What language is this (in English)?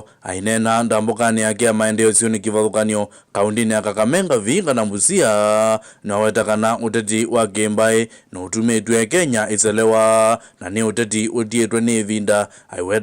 Kamba